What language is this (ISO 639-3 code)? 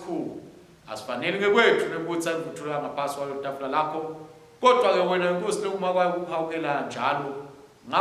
ssw